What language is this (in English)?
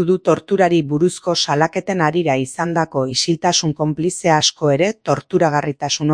Basque